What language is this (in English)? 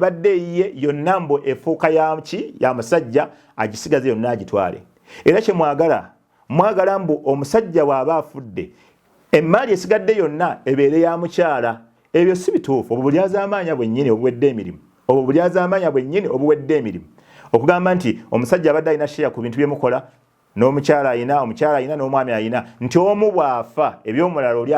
Ganda